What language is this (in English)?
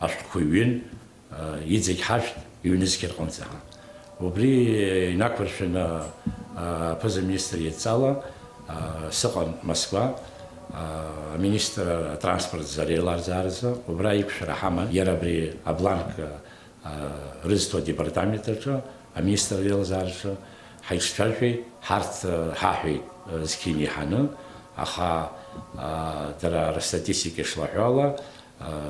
Abkhazian